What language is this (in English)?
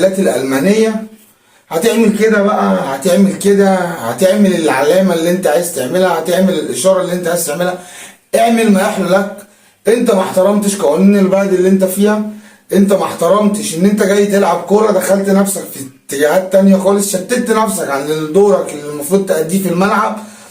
Egyptian Arabic